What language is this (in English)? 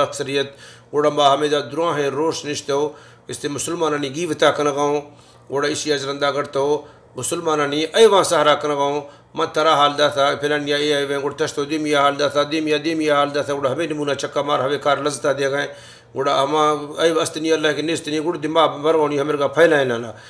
Baluchi